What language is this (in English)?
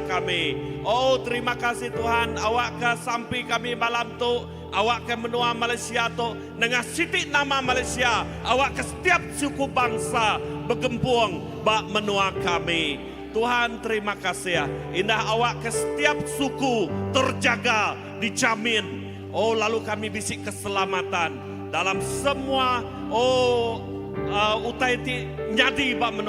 Iban